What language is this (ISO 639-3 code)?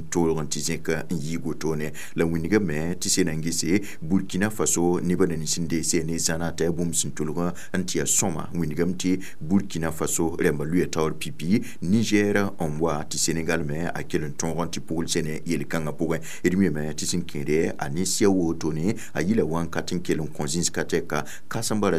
mos